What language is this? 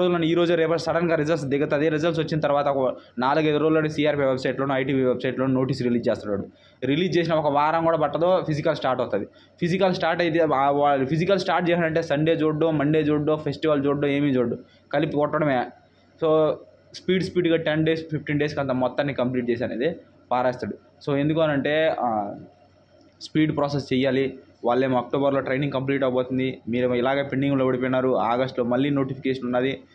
Telugu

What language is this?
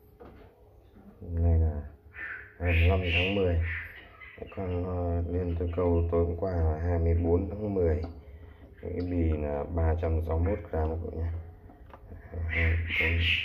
Vietnamese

